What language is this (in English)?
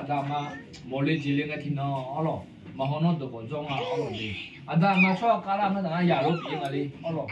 Akha